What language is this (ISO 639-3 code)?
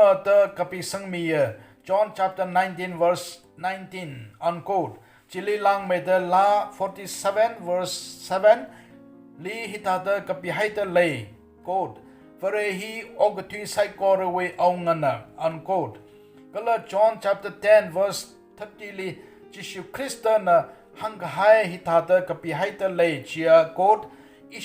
nmf